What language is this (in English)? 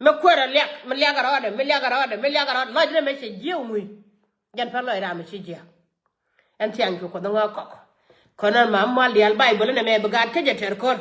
Nuer